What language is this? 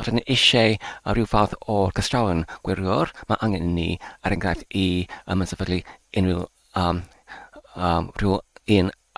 Welsh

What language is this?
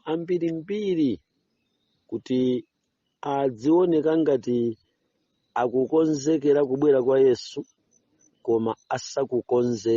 Nyanja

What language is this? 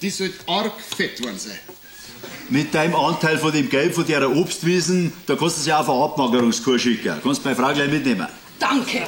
Bavarian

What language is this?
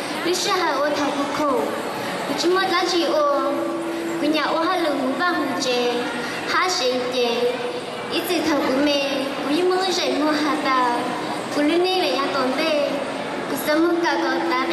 Hmong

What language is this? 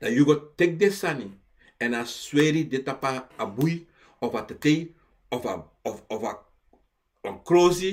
Sranan Tongo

